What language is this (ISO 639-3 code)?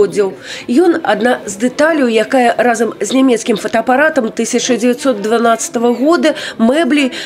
bel